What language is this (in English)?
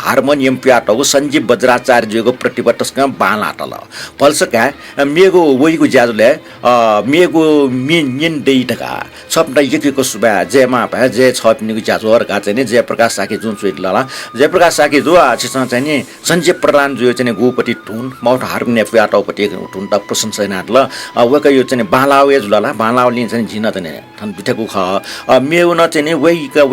Newari